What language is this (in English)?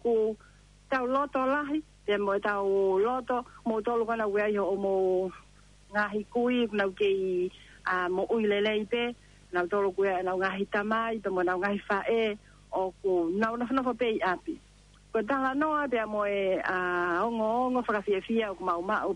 Tongan